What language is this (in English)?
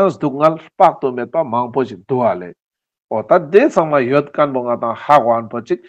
Ladakhi